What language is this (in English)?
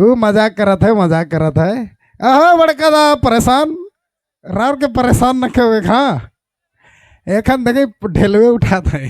Sadri